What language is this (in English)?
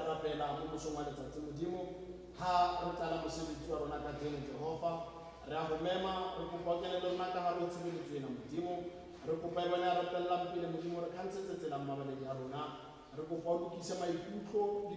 Tswana